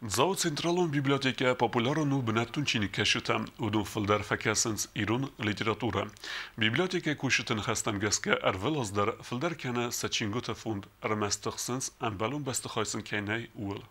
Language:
Ossetic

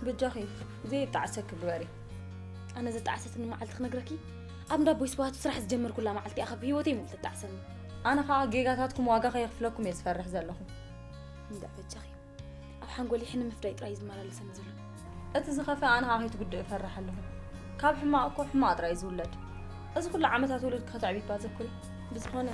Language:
Tigrinya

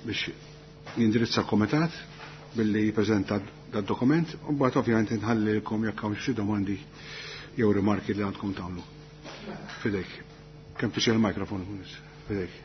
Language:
Maltese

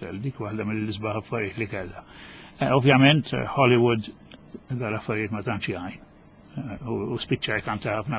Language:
Maltese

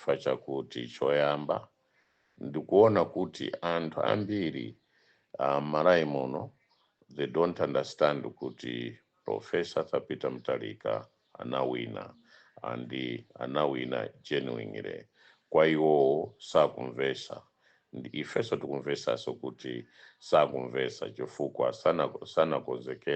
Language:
Nyanja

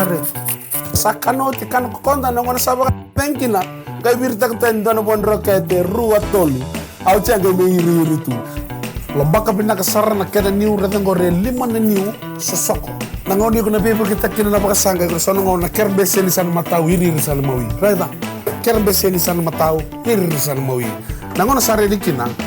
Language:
Fijian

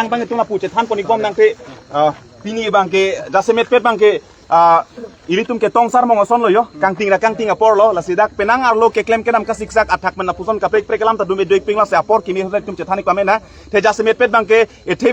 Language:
Karbi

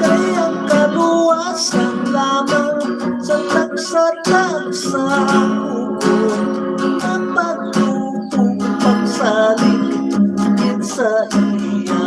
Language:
Hiligaynon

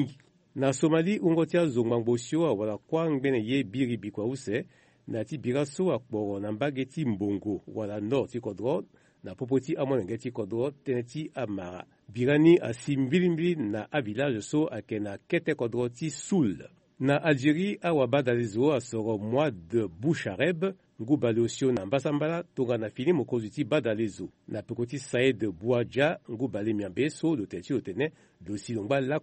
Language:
Sango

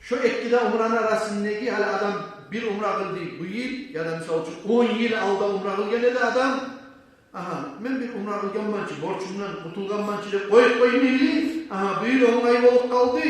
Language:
Kumyk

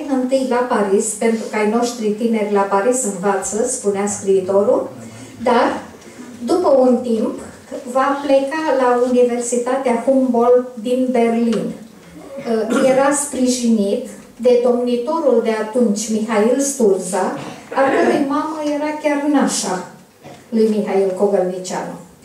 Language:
Romanian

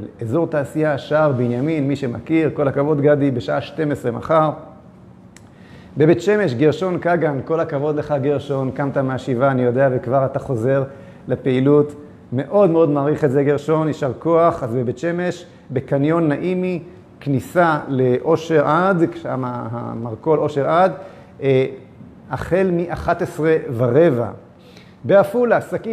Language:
Hebrew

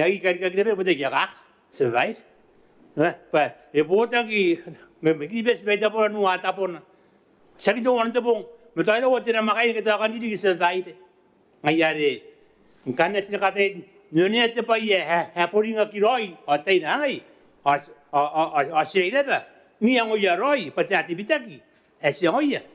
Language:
Gilbertese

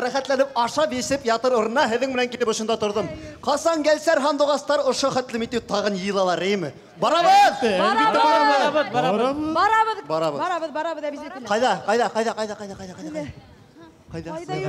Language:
Bashkir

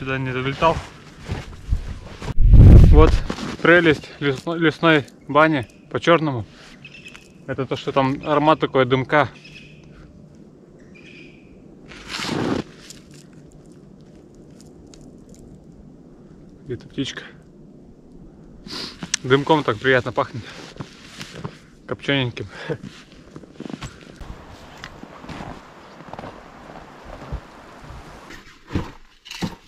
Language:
Russian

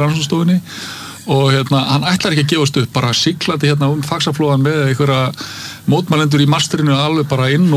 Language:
Icelandic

